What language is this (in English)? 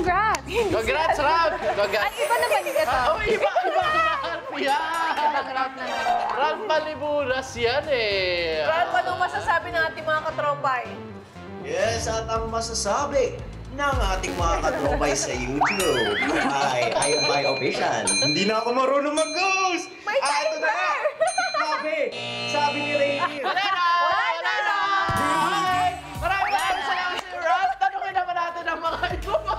Filipino